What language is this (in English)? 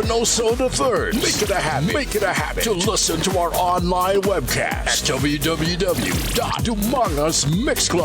Hiligaynon